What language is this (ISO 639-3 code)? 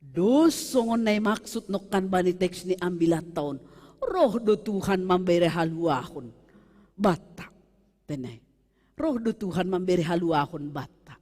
bts